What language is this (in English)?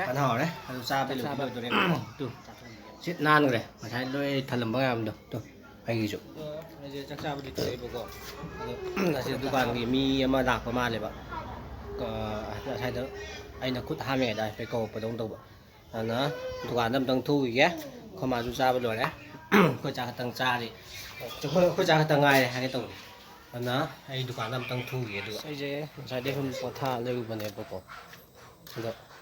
Manipuri